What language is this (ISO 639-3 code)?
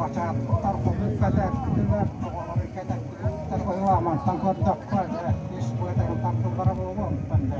sah